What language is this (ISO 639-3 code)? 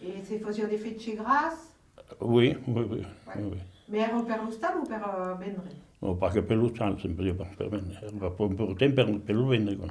oci